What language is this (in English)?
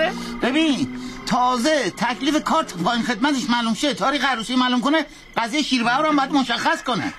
Persian